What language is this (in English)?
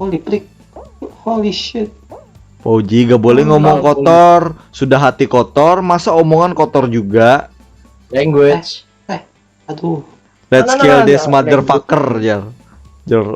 Banjar